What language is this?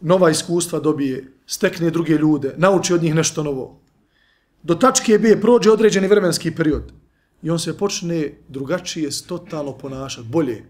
Bosnian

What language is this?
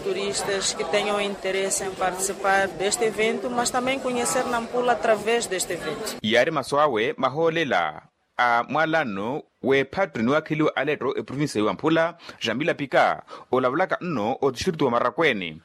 Makhuwa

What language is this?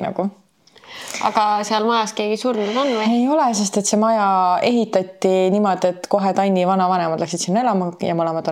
Estonian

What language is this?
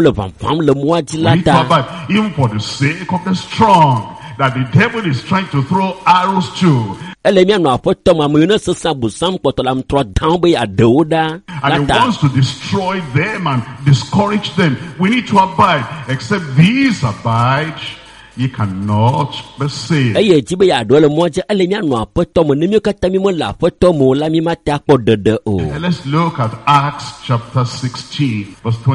Ewe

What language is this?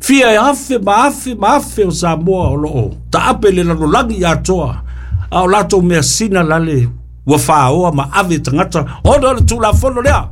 Samoan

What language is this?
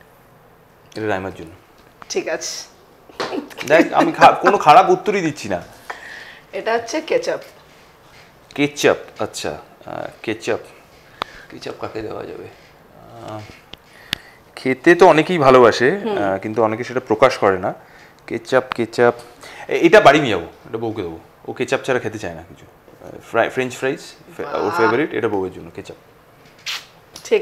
Bangla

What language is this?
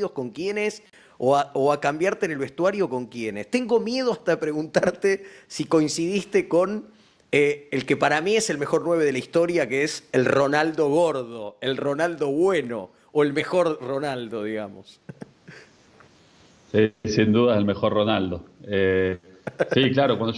Spanish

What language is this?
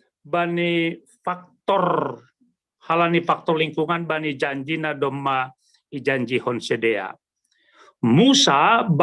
Batak Simalungun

